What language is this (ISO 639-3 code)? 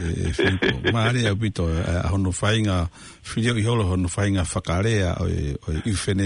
ton